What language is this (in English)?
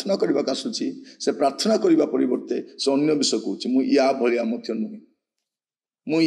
Odia